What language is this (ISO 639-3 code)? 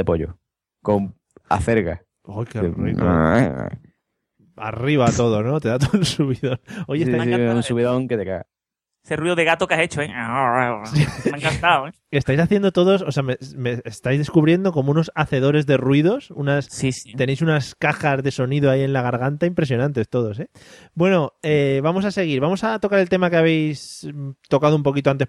spa